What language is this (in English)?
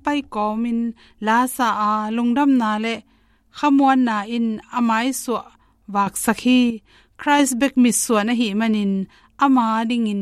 Tedim Chin